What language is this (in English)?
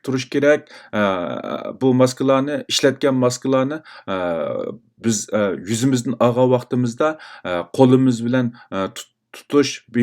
Uyghur